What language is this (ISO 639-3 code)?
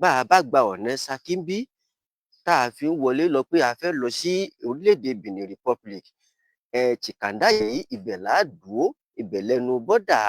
yor